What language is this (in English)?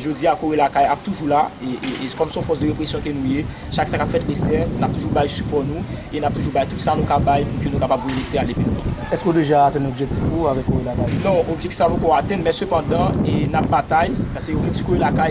Haitian Creole